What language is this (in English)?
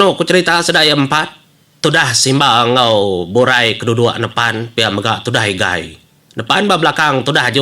Iban